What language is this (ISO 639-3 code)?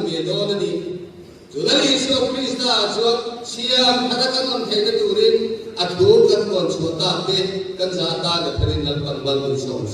lus